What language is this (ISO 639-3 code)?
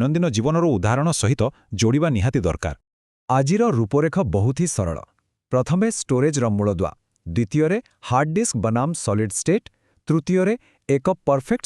ori